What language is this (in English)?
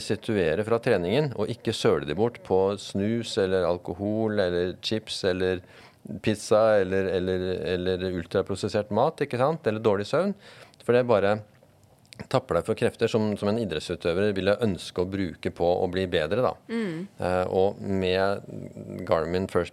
Norwegian